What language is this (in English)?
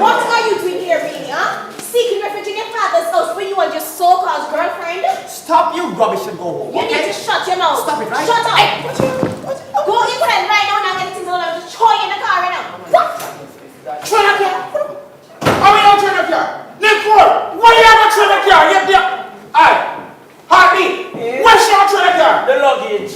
Jamaican Creole English